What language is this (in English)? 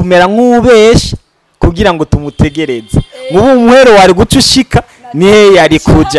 Rundi